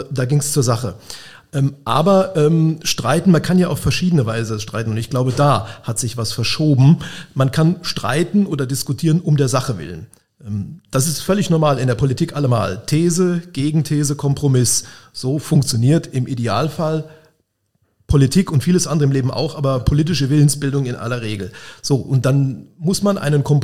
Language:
German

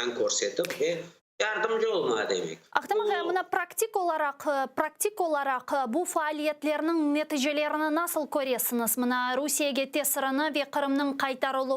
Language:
Crimean Tatar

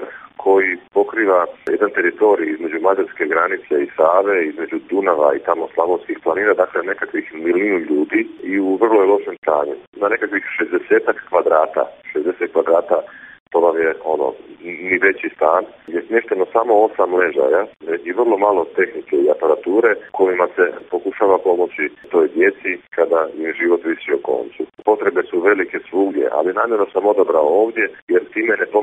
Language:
Croatian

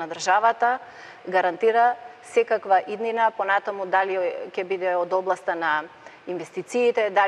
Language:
Macedonian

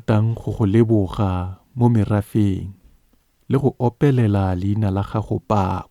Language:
Tswana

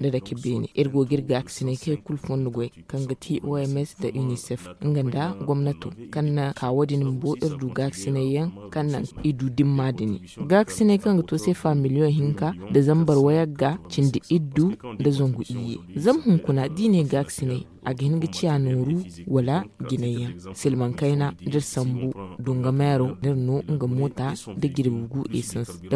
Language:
Zarma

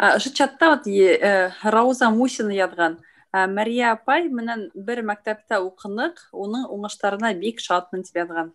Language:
Bashkir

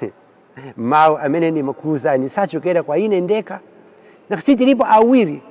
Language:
Nyanja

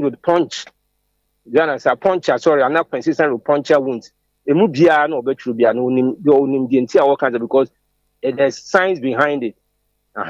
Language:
Akan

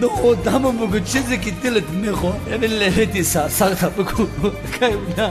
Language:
Tajik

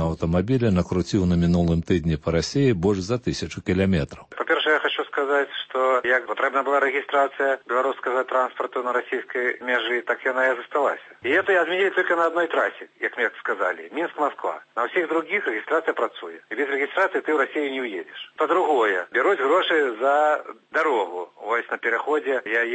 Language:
Belarusian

